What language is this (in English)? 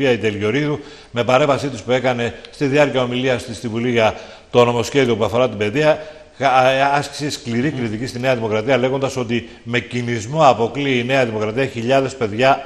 Greek